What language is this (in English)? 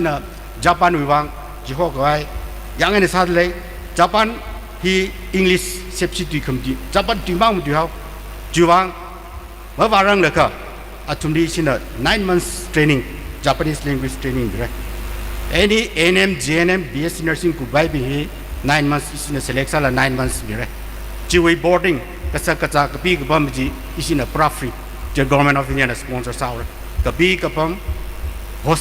Tangkhul Naga (India)